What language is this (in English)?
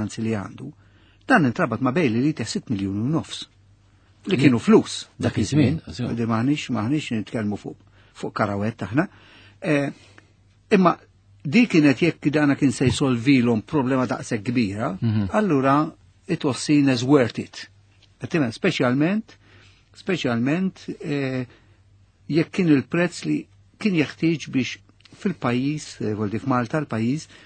Maltese